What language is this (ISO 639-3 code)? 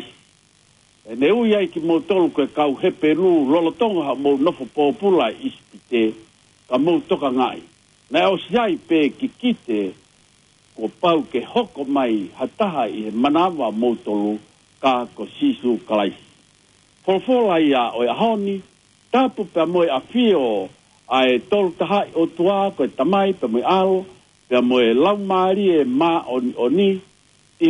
ton